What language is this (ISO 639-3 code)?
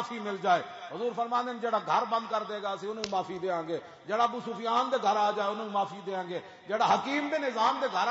lah